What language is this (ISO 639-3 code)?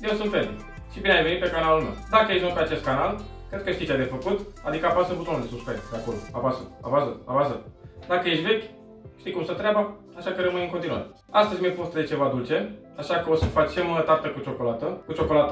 ron